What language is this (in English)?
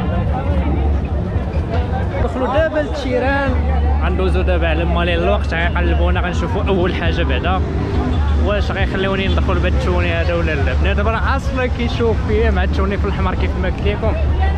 Moroccan Arabic